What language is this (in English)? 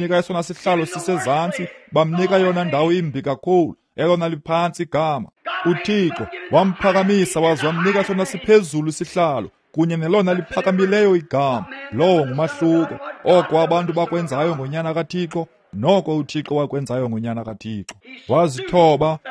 Xhosa